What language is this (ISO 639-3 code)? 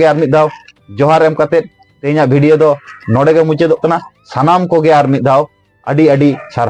sat